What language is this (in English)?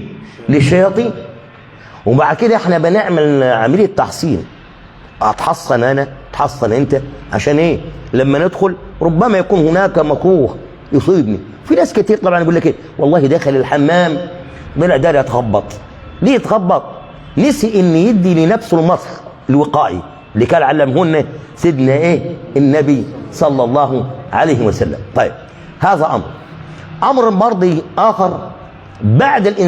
Egyptian Arabic